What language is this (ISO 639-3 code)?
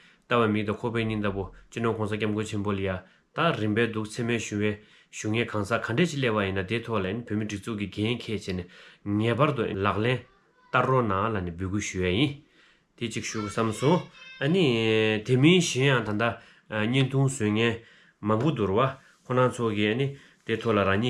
bod